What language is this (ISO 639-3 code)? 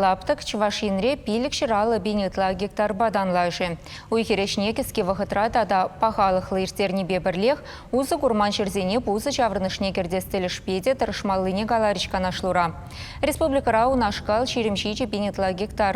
chv